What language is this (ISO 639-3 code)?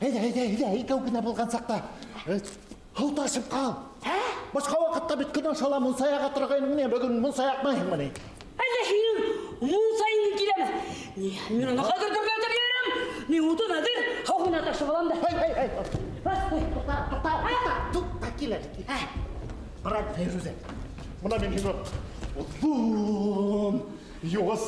bak